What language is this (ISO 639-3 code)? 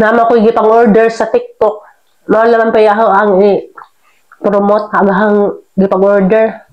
ceb